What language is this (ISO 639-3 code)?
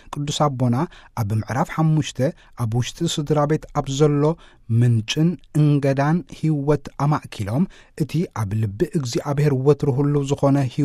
tir